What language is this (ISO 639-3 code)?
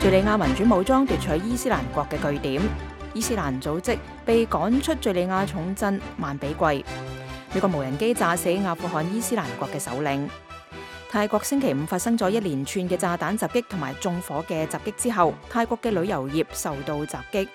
yue